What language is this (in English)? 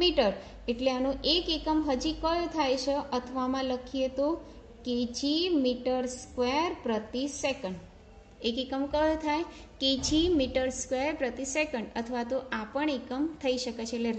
Gujarati